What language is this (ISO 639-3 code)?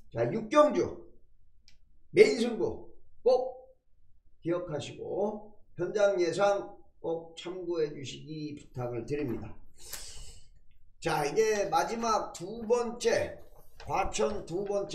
kor